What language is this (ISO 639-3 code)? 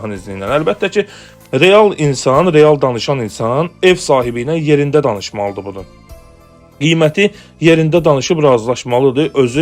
aze